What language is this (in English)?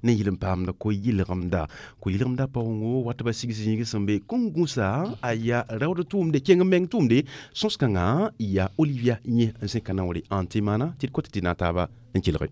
Mossi